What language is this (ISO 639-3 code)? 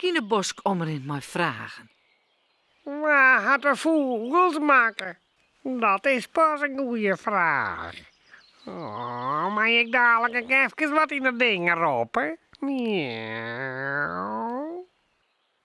fry